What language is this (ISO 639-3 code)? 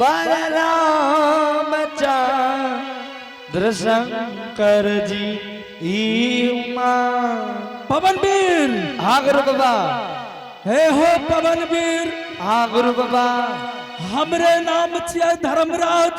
anp